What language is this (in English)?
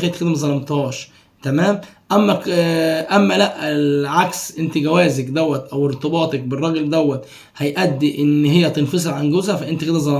Egyptian Arabic